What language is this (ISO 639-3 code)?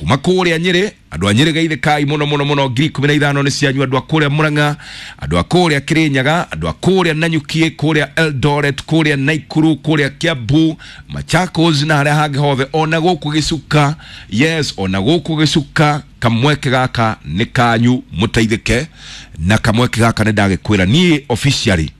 kik